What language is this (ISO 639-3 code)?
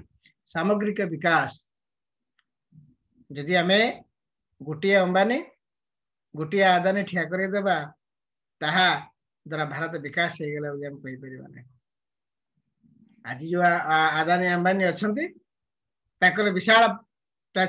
ori